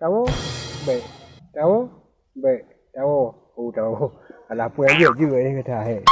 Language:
Achinese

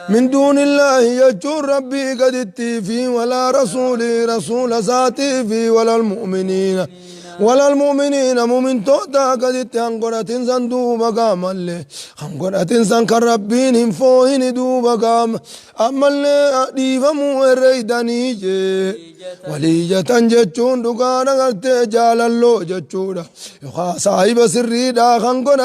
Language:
Oromo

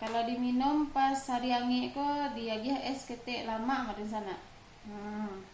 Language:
Minangkabau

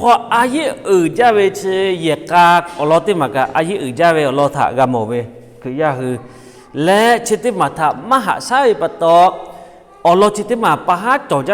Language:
Lahu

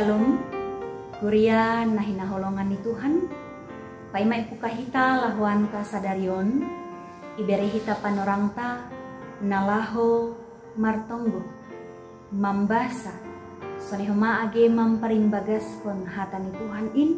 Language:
Batak Simalungun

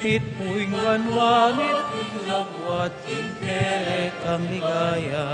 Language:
Pampanga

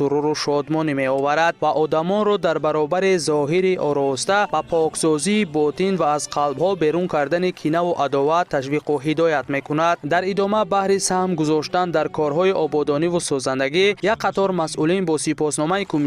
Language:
Tajik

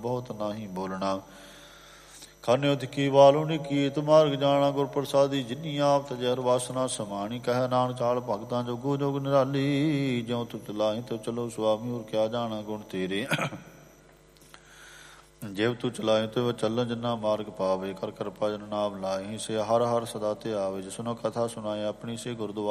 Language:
Punjabi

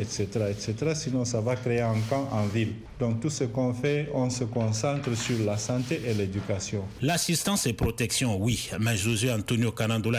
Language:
French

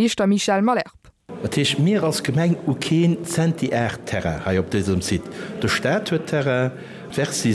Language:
Luxembourgish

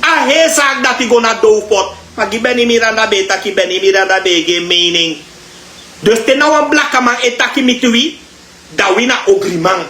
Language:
Sranan Tongo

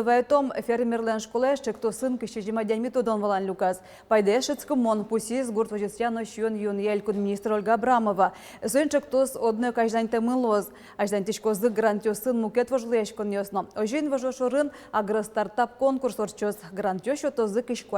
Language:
Udmurt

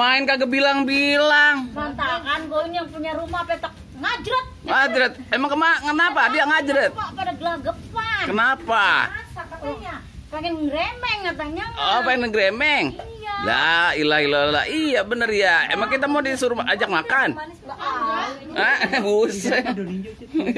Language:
Betawi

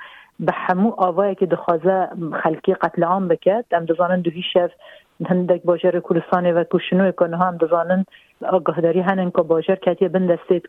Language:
Kurdish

